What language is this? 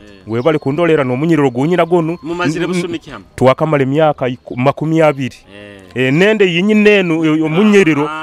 Nyoro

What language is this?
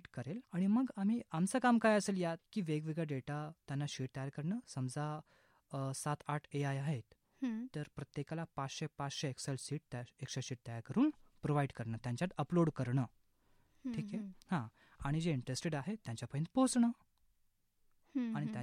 Marathi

